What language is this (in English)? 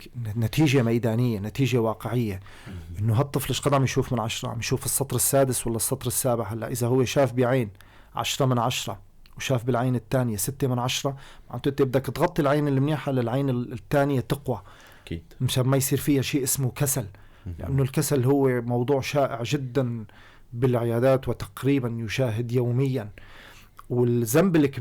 North Levantine Arabic